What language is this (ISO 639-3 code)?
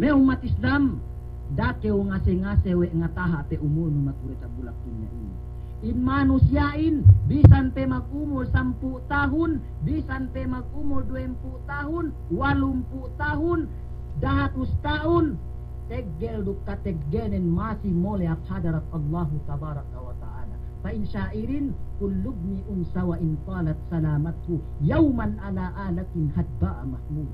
yka